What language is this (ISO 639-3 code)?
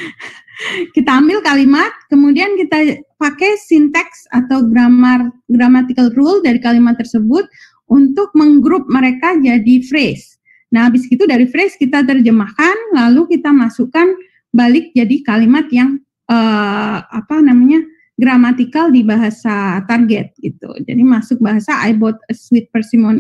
ind